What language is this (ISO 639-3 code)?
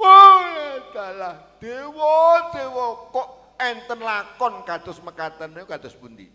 jav